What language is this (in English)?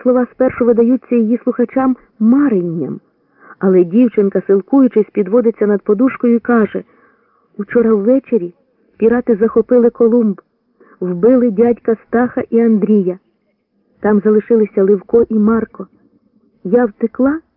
Ukrainian